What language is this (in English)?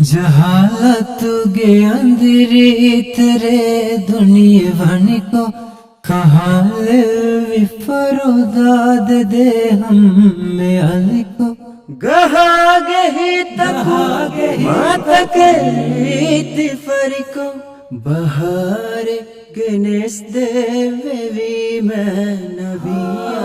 Divehi